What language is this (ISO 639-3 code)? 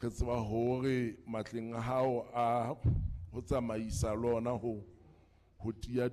sot